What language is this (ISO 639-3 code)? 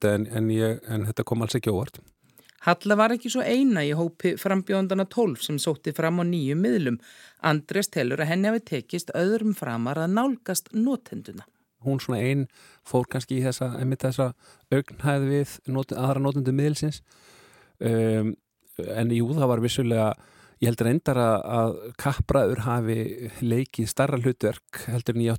isl